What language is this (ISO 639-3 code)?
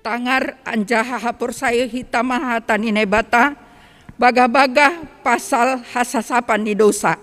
bts